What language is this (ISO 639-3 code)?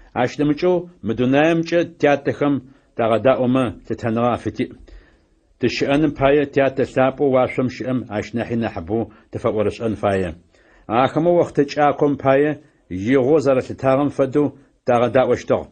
ady